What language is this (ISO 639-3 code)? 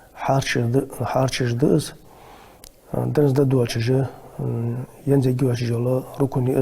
inh